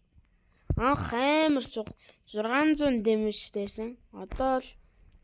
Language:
Mongolian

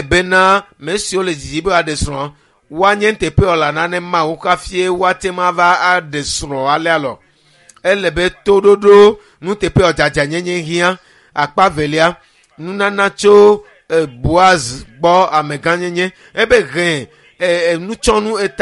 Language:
Ewe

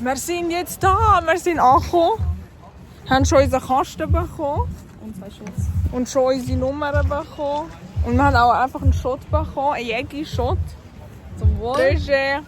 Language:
Swiss German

